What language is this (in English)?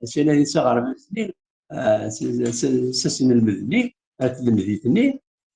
Kabyle